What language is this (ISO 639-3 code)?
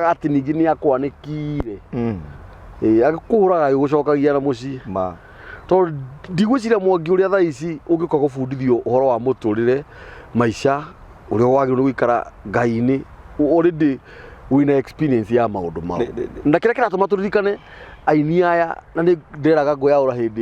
kik